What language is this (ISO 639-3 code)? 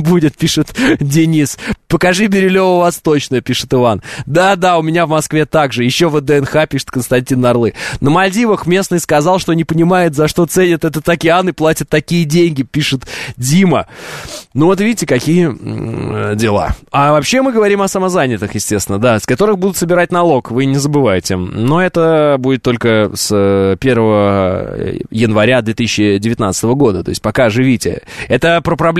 rus